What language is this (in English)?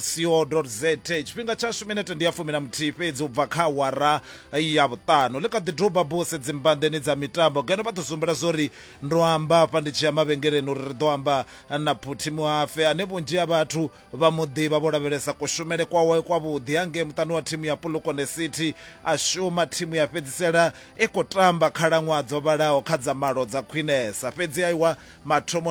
Venda